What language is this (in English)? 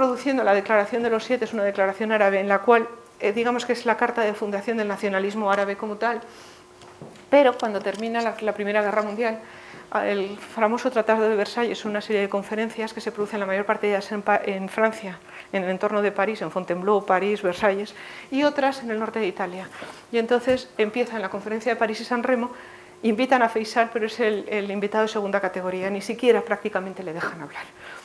Spanish